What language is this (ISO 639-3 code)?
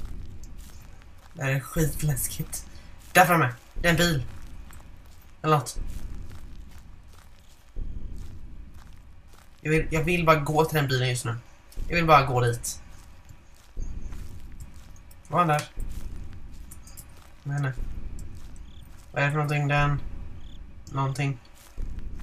swe